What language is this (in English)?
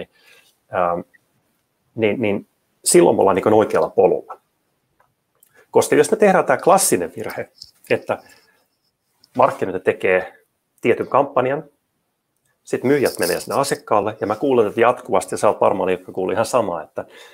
Finnish